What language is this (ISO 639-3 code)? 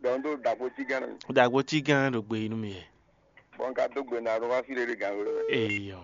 fon